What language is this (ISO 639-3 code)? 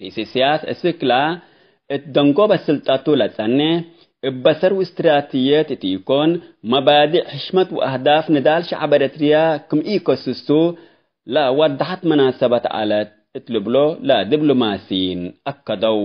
tig